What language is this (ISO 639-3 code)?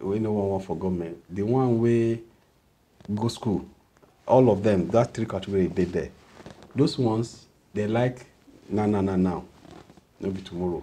pcm